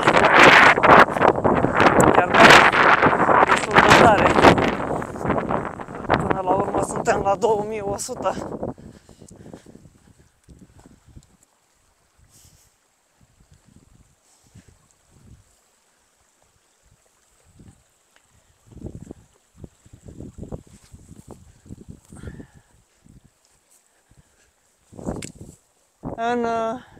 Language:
Romanian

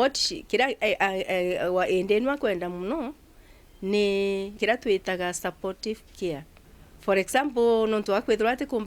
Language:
Meru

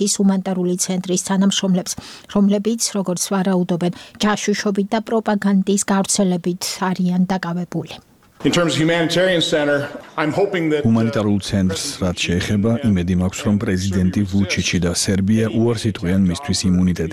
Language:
Georgian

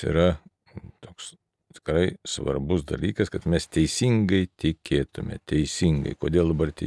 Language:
Lithuanian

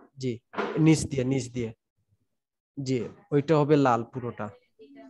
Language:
Bangla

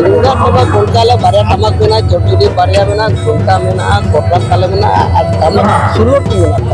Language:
Santali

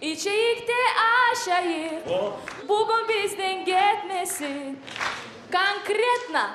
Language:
Kumyk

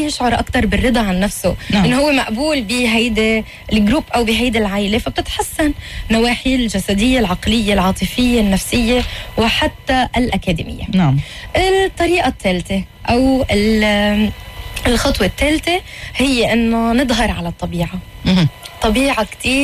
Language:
North Levantine Arabic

